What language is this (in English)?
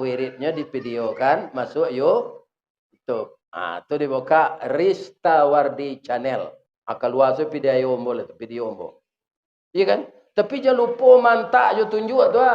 Minangkabau